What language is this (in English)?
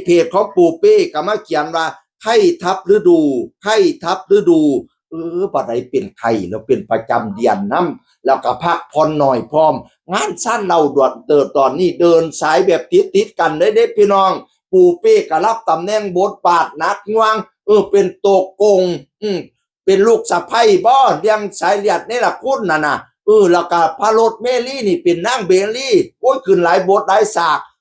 Northeastern Thai